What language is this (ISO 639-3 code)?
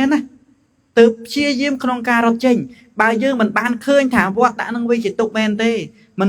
khm